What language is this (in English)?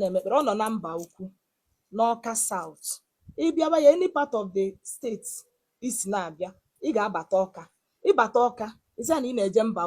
Igbo